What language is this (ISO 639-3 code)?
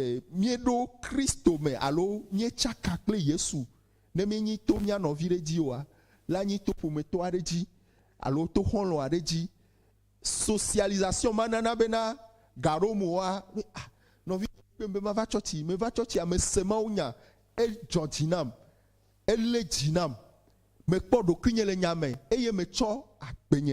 ewe